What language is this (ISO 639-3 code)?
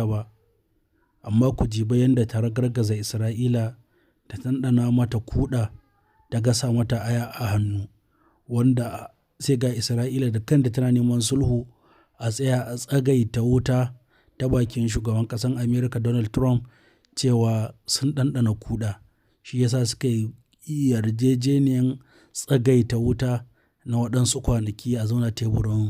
hau